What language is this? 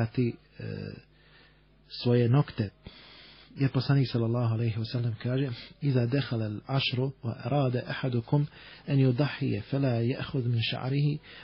Bosnian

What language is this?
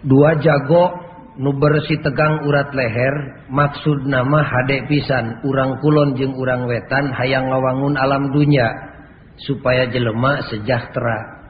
Sundanese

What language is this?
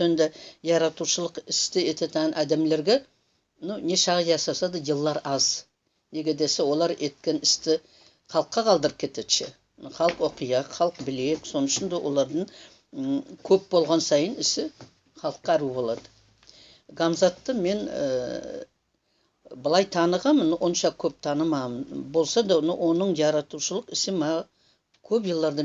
Nogai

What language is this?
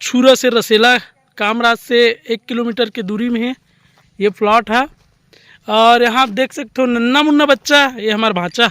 Chhattisgarhi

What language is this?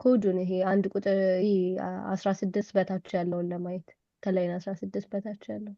Amharic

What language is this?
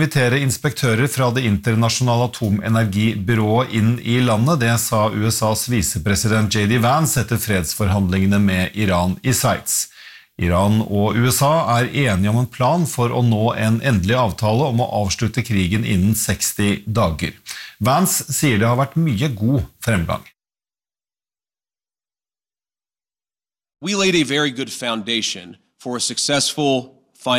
Norwegian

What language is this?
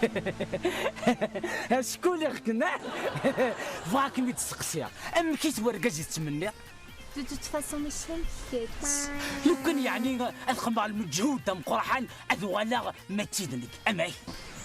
Kabyle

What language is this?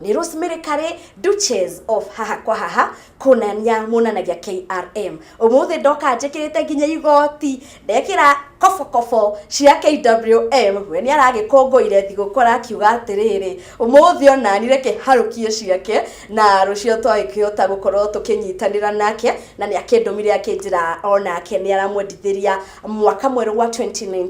Kikuyu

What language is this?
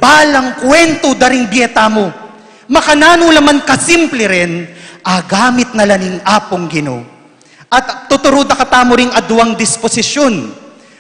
Pampanga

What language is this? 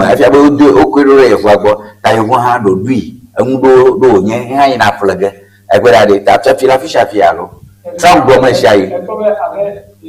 Ewe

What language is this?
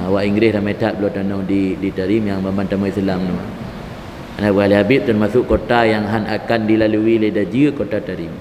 Achinese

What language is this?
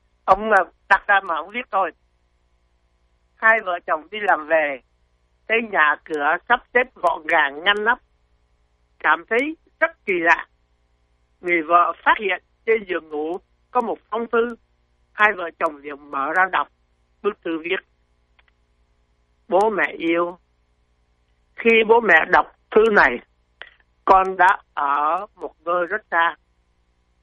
Vietnamese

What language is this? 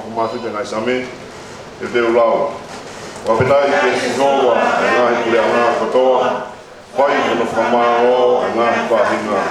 Tongan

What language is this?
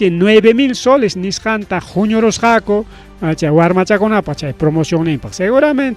Ayacucho Quechua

